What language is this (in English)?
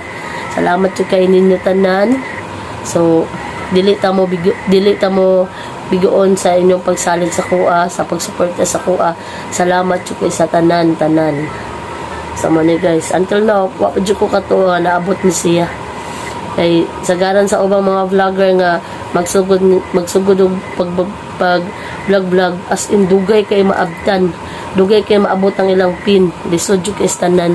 Cebuano